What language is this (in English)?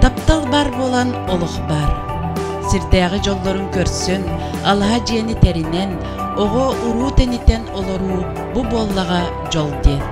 Yakut